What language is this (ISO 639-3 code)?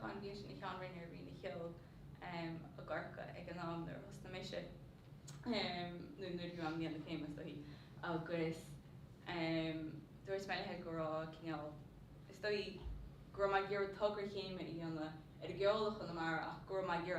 gle